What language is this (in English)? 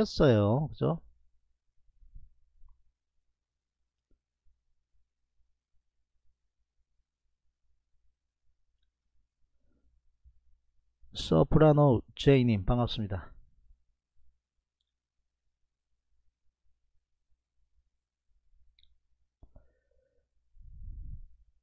Korean